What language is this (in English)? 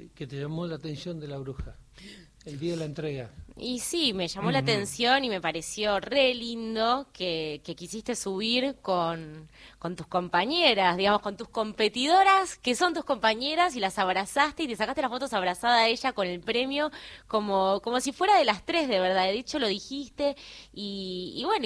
Spanish